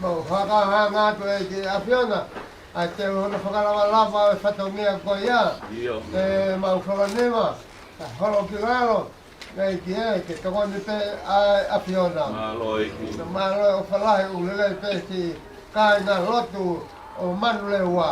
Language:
Tongan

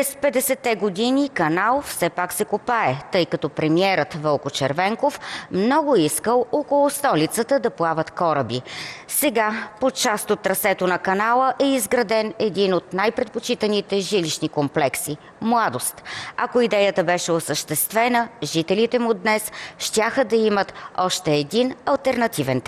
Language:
Bulgarian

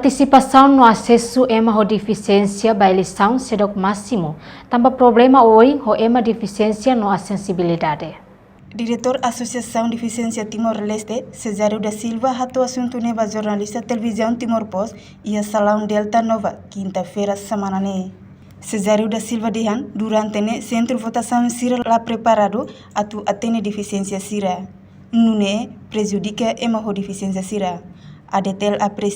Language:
Tetum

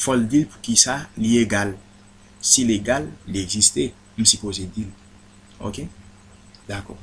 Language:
Haitian Creole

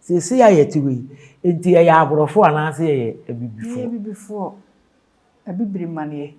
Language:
Akan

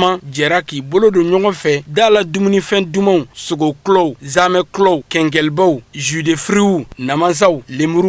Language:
Bambara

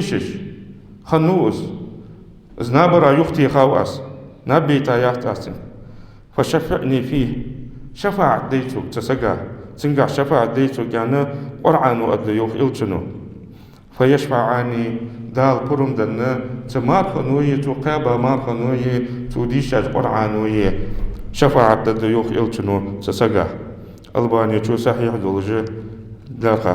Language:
Ingush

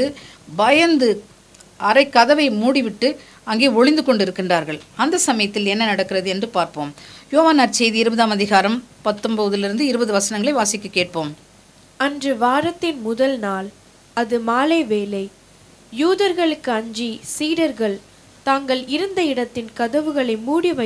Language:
Tamil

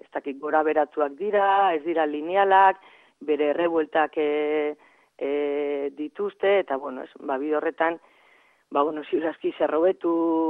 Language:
Basque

